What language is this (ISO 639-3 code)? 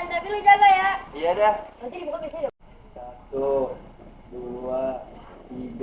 bew